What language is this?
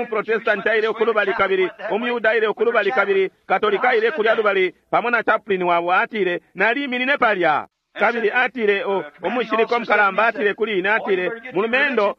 Bemba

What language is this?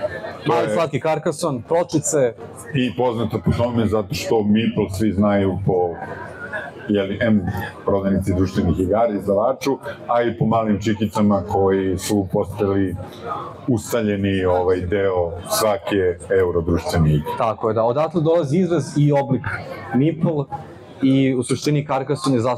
Serbian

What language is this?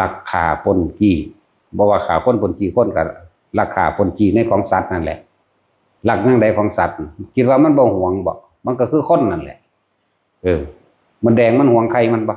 Northeastern Thai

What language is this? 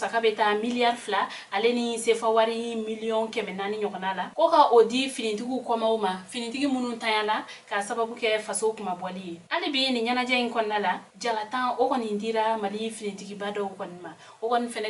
Bambara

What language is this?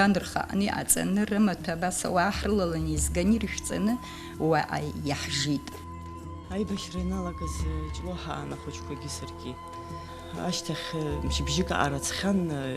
Abkhazian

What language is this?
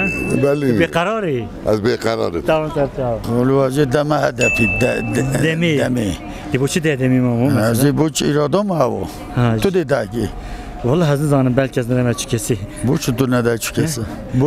Kurdish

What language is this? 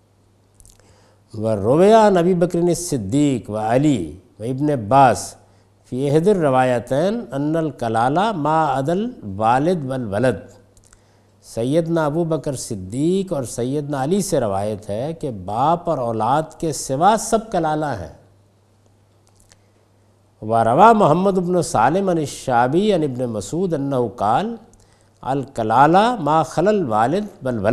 Urdu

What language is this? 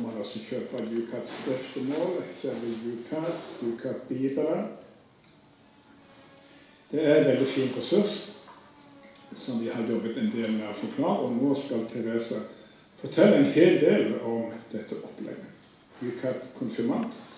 Norwegian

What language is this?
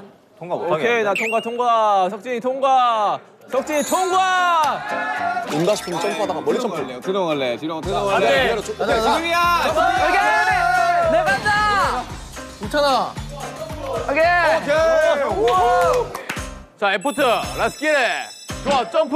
Korean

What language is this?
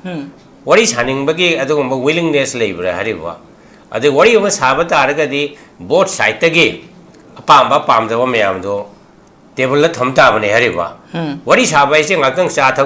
Manipuri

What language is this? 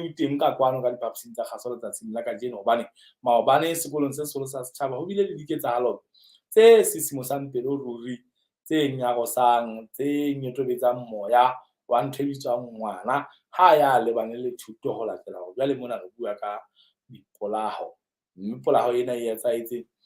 Southern Sotho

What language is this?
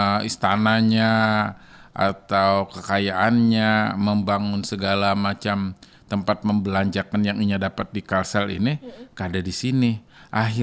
Banjar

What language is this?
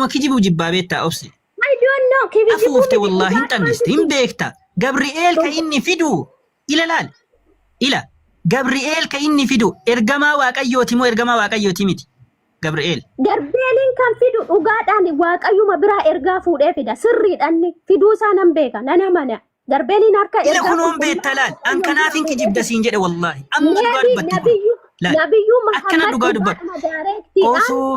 Oromo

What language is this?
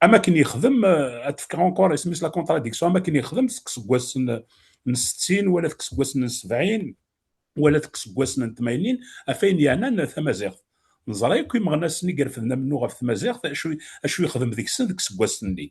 Kabyle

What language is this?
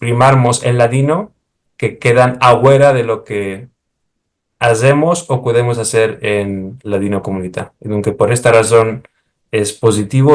Ladino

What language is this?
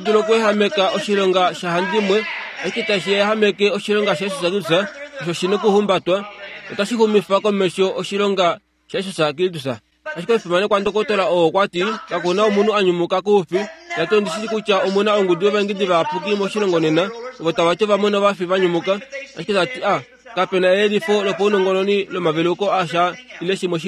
Kuanyama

